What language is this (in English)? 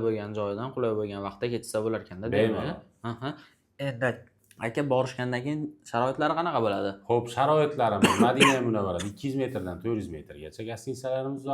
Uzbek